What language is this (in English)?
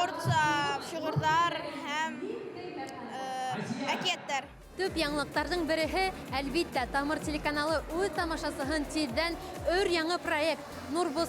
Bashkir